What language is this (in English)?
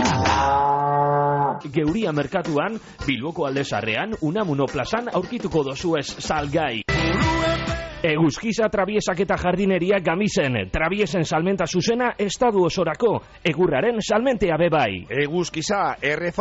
Basque